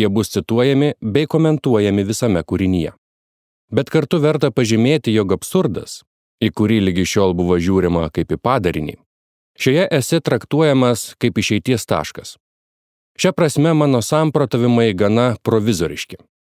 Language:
Lithuanian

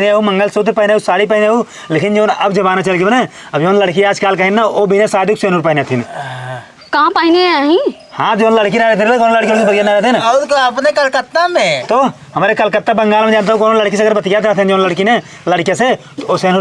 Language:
Awadhi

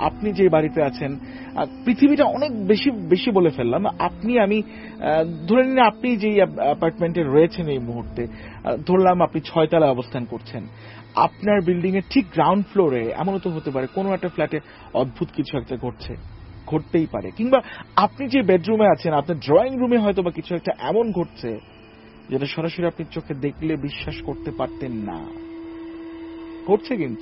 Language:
Bangla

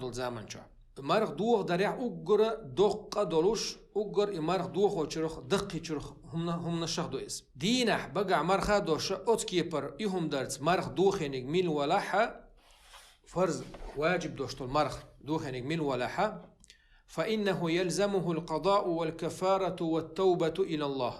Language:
Chechen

